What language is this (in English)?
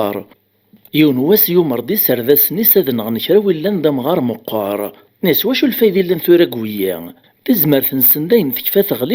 Kabyle